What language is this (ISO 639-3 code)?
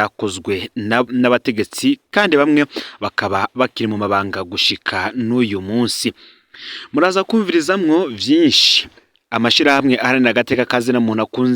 run